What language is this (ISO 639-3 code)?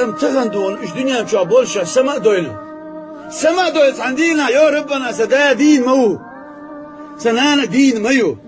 che